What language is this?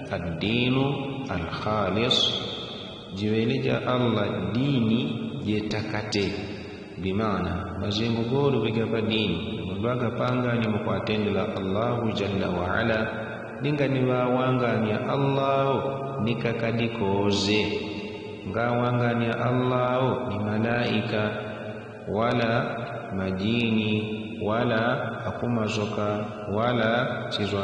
Yao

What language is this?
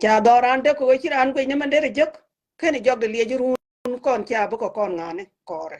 Nuer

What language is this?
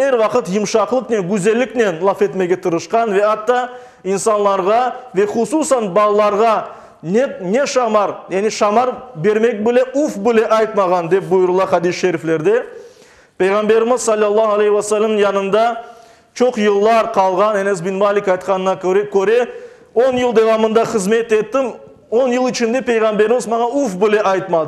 Crimean Tatar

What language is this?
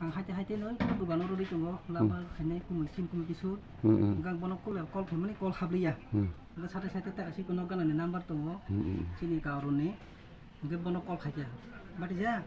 Kok Borok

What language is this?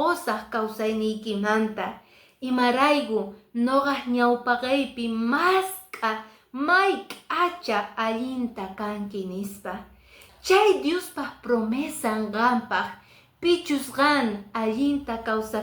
Quechua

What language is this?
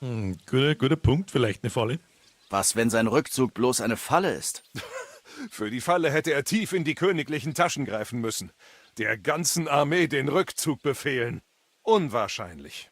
Bavarian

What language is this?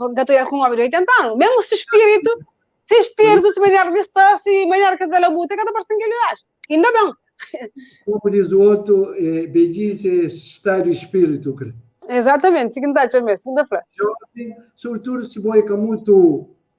Kabuverdianu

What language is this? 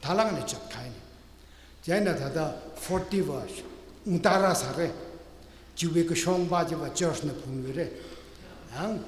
Tangkhul Naga (India)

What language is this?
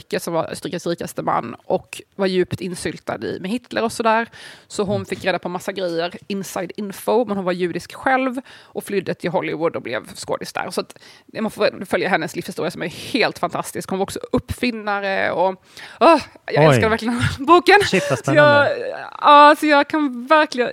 Swedish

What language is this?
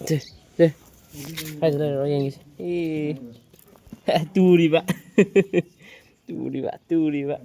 Manipuri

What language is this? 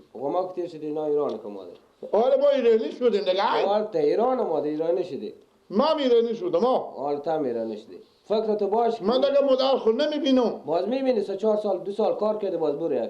Persian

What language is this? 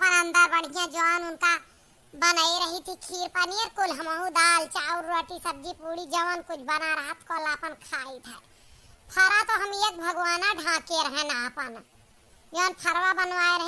Awadhi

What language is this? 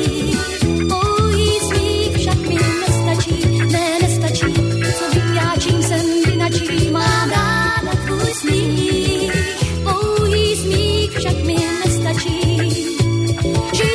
Czech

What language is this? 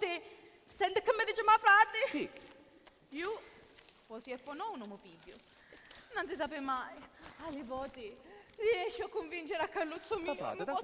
Sicilian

